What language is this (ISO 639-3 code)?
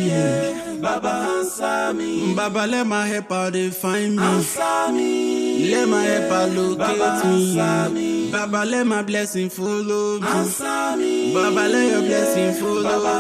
pcm